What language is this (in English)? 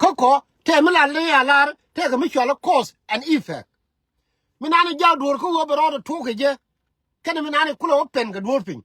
Nuer